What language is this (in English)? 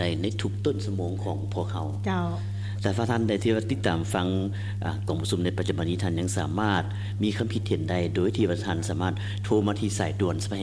Lao